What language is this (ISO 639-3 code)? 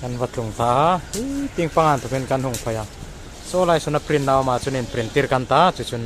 hmr